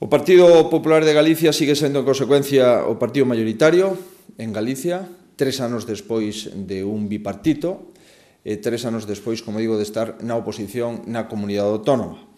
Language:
Galician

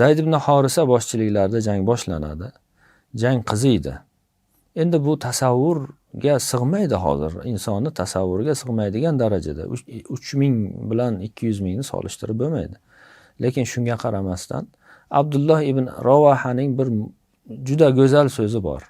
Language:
Uzbek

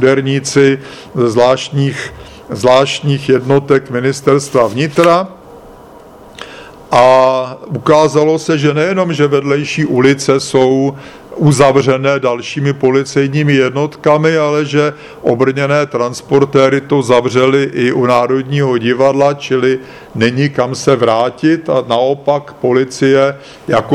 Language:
Czech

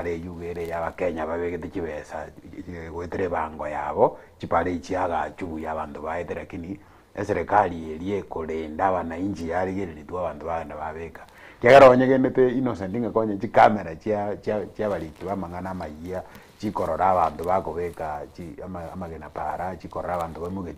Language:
Gusii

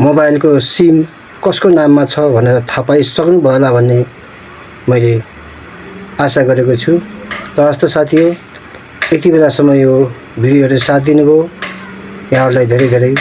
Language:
Nepali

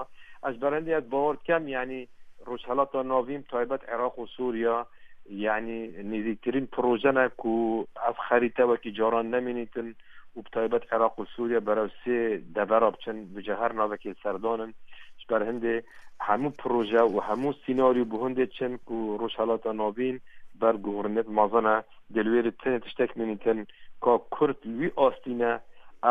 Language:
Kurdish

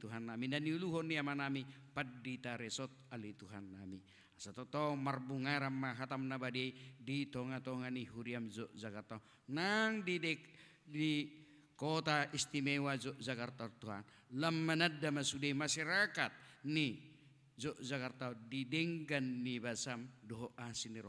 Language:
Batak Toba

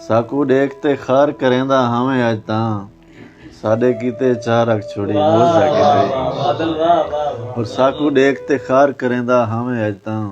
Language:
Saraiki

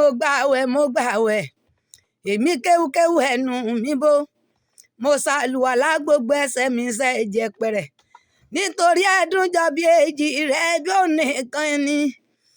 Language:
Yoruba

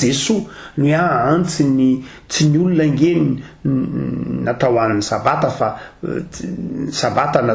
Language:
Malagasy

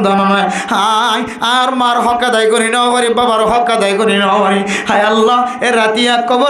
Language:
Rohingya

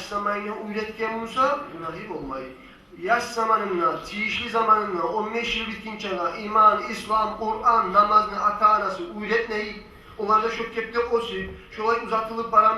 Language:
Kumyk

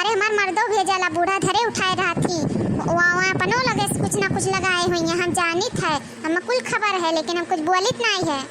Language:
Awadhi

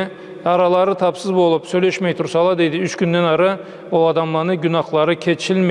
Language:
Karachay-Balkar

